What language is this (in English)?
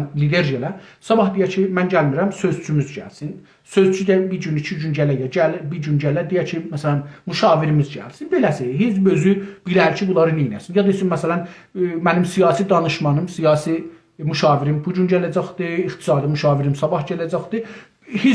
South Azerbaijani